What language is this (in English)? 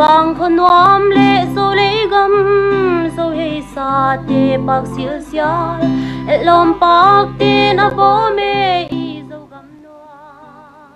Paite Chin